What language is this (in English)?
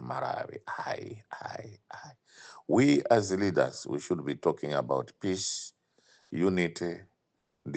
Nyanja